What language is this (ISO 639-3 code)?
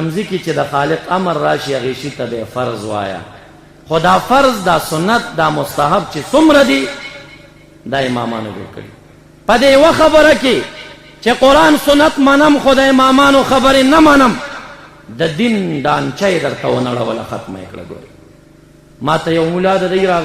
pus